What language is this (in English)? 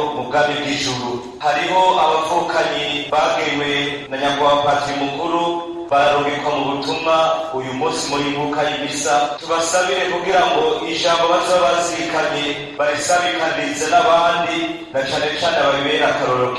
Rundi